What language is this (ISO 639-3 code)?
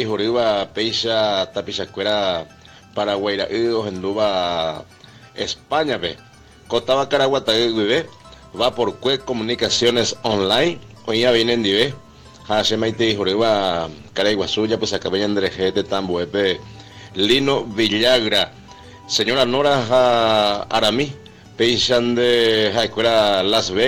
grn